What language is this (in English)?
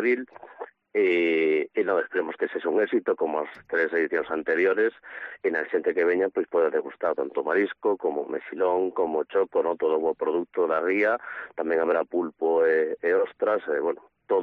Galician